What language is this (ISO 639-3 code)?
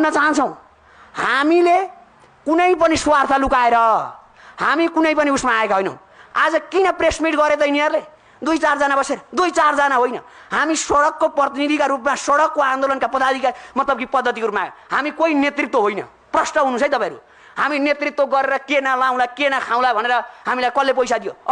nep